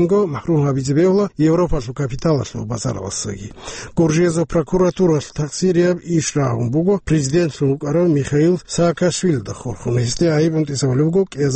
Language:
Avaric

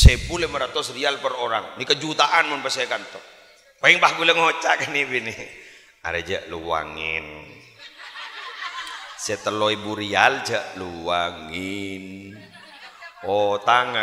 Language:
Madurese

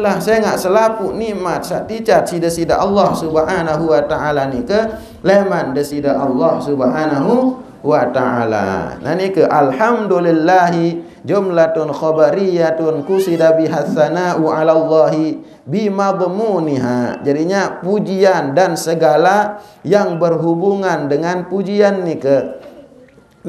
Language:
Sasak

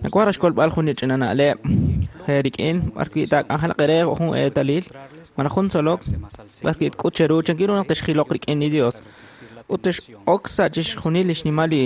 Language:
Kekchí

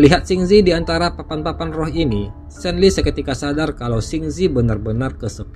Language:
Indonesian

